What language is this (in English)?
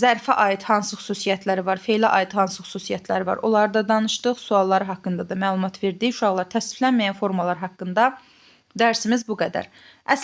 Azerbaijani